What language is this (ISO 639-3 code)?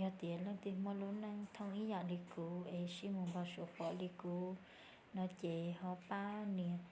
hmn